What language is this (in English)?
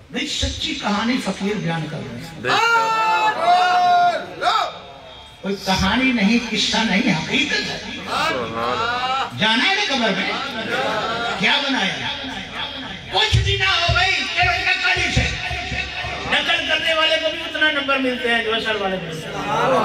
Urdu